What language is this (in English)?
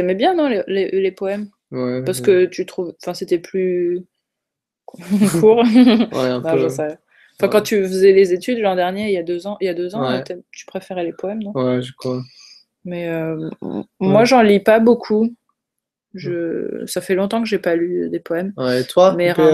French